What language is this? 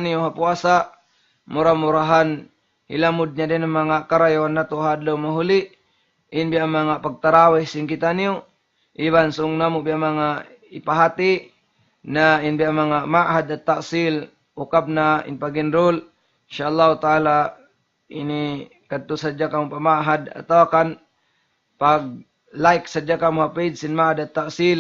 Tausug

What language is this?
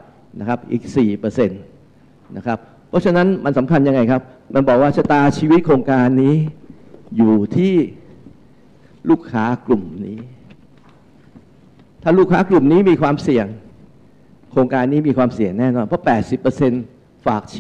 Thai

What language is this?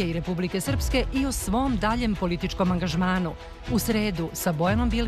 Serbian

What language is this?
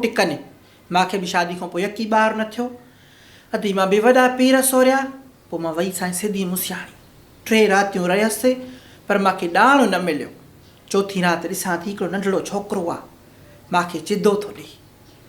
Sindhi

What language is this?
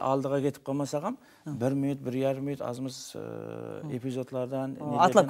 Kara-Kalpak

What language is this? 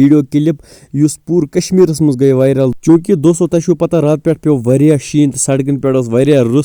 Kashmiri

